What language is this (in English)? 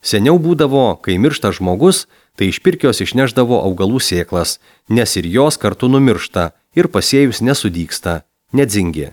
Lithuanian